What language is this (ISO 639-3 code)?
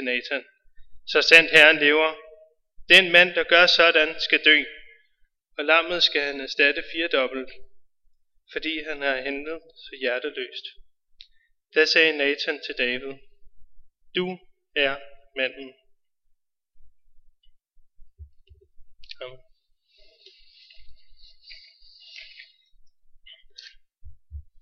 dan